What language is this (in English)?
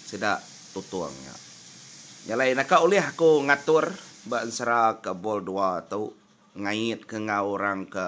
Iban